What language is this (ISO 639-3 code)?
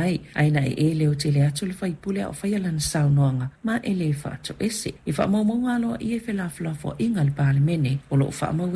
smo